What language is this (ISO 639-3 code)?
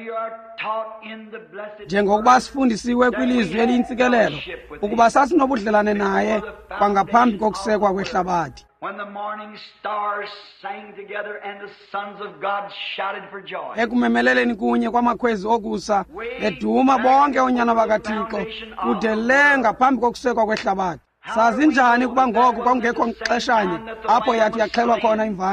xho